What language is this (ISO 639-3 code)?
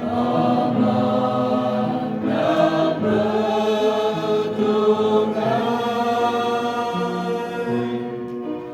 cmo